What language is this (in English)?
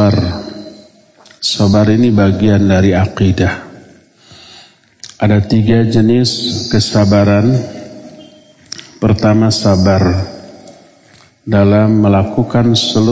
Indonesian